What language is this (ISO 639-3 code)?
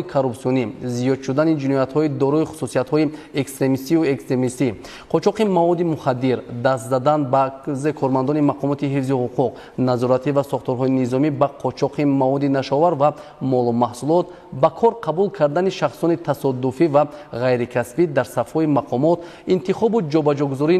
tgk